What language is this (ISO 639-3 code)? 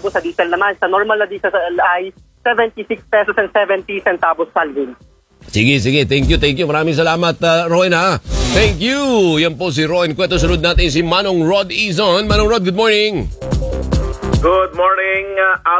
fil